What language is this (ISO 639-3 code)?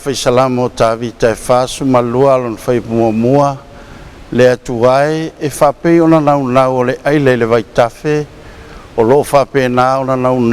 smo